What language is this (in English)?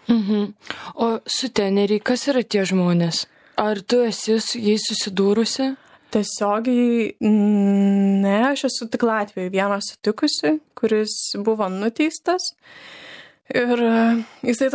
Lithuanian